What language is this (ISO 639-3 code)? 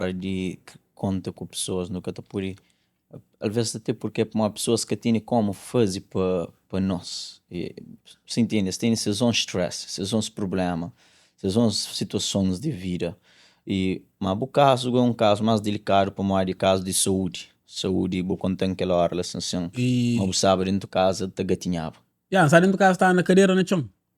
kea